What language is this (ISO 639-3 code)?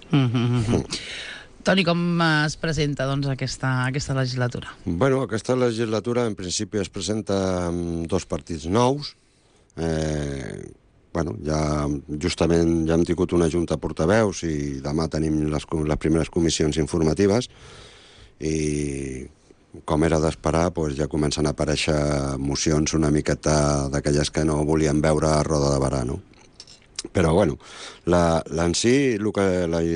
cat